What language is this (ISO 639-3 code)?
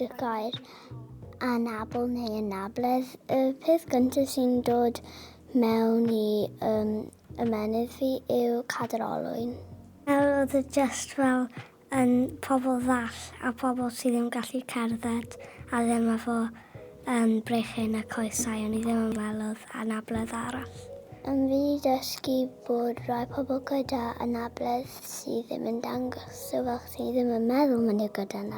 cym